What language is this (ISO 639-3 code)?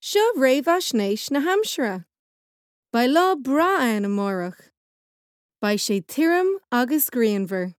gle